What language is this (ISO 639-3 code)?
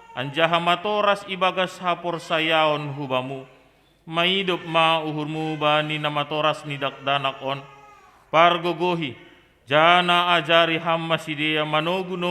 bts